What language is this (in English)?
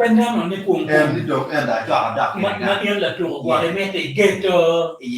Acoli